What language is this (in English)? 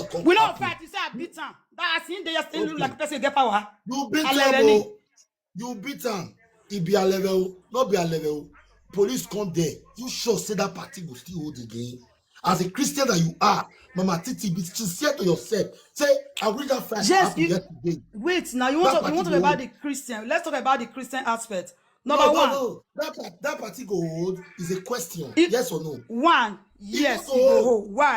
Nigerian Pidgin